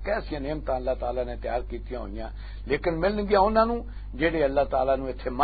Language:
Western Panjabi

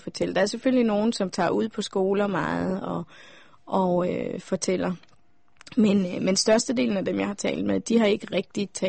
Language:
Danish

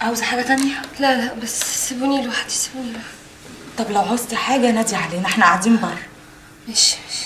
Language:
Egyptian Arabic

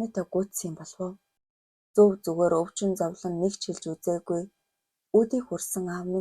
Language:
Mongolian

